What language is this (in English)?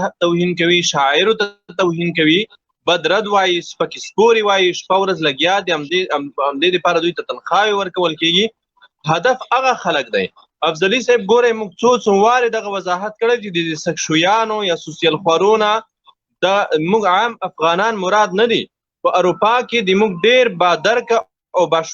Pashto